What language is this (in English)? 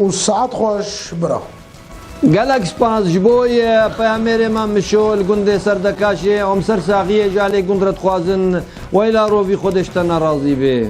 Kurdish